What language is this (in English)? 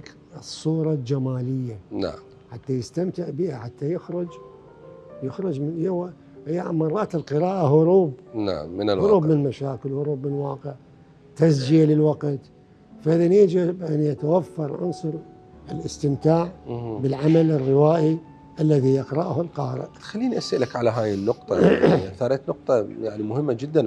Mesopotamian Arabic